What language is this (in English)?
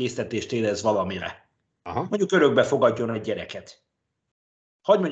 Hungarian